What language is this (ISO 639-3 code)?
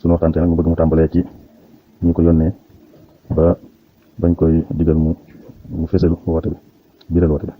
wol